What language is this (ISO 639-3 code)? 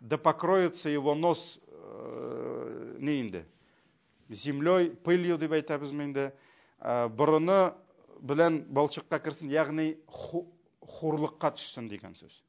tat